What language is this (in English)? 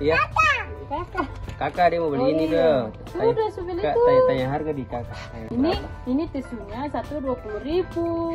Ambonese Malay